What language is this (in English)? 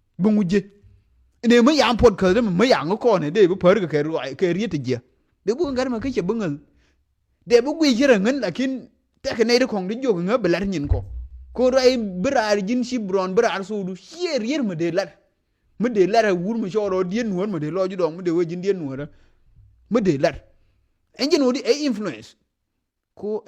Nuer